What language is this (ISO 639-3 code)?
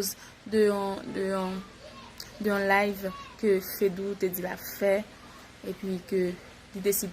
hat